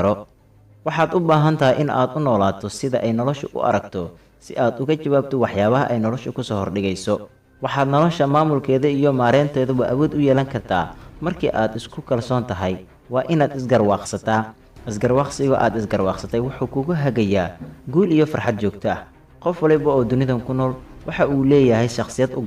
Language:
Somali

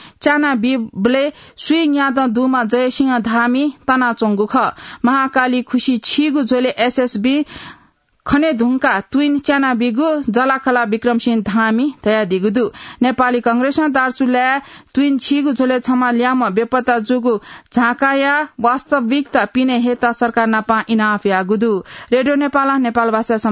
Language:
Newari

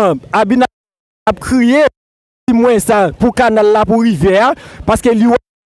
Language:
Haitian Creole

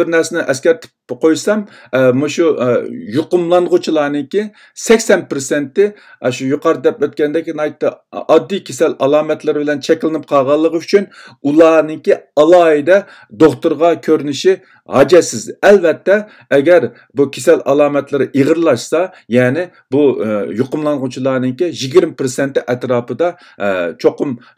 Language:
Uyghur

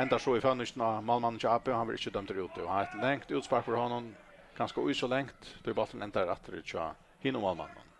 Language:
Faroese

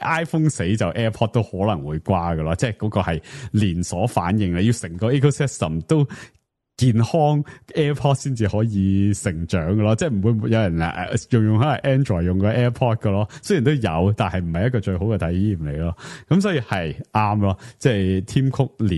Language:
Cantonese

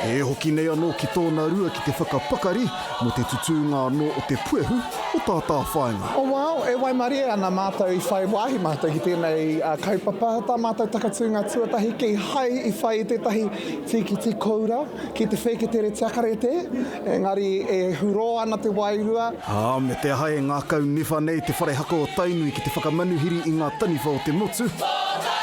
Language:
Māori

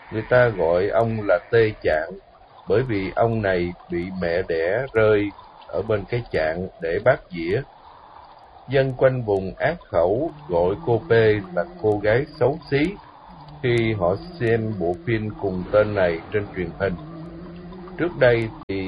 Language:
Vietnamese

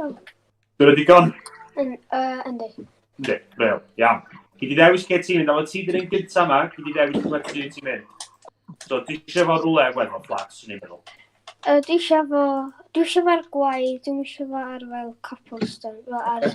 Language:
Welsh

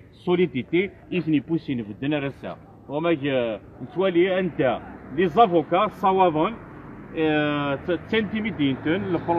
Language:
Kabyle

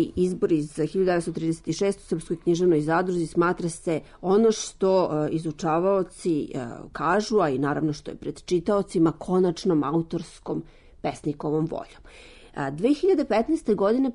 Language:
Serbian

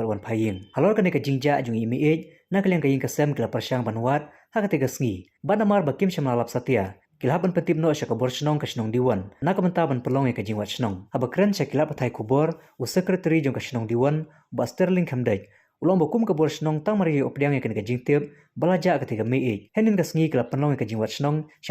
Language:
Khasi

